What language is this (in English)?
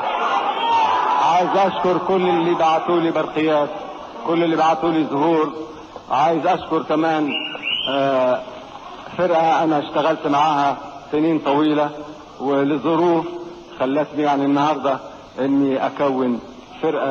Egyptian Arabic